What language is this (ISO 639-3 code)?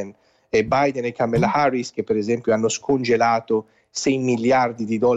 ita